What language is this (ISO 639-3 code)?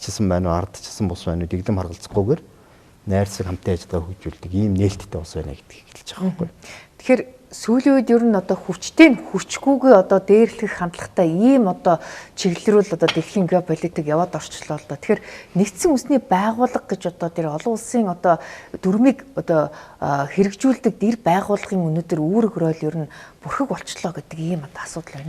mon